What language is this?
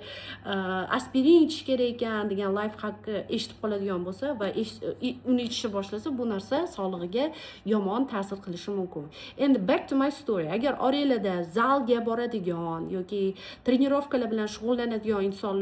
Uzbek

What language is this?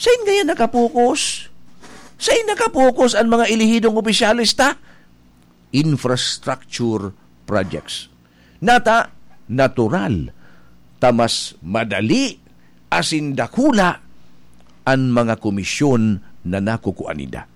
Bikol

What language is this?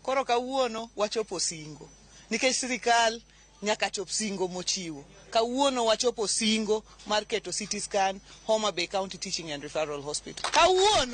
Luo (Kenya and Tanzania)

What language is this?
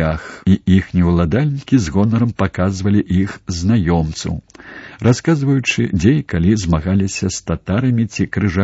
Belarusian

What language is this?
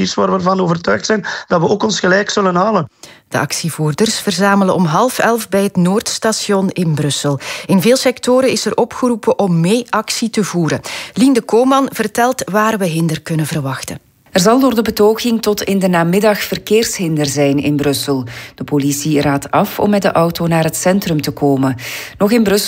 Dutch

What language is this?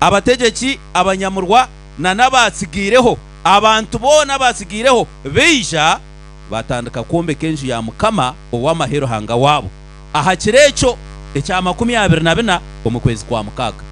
Nyankole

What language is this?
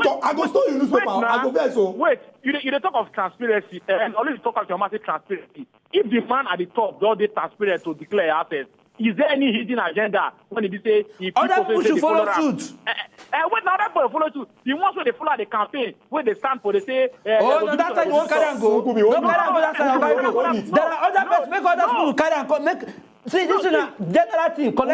Nigerian Pidgin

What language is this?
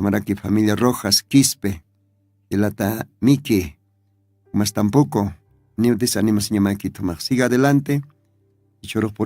Aymara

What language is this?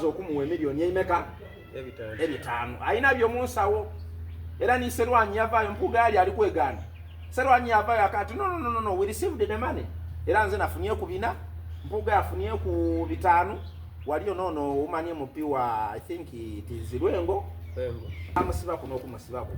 Soga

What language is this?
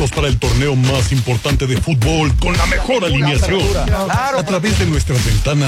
Spanish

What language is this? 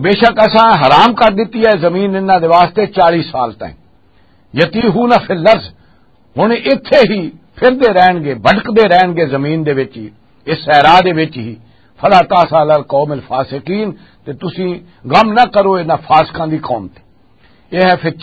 Western Panjabi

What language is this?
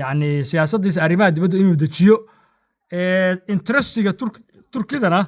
Somali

